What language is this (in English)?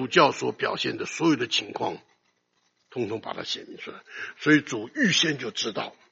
Chinese